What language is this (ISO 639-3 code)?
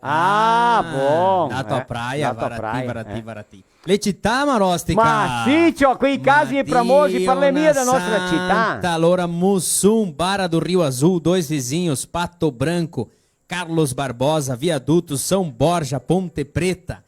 vec